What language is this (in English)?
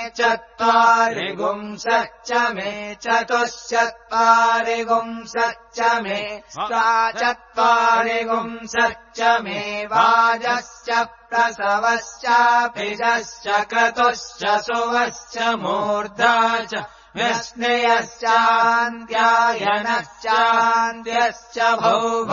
Sanskrit